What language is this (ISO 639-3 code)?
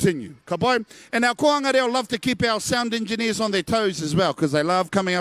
mri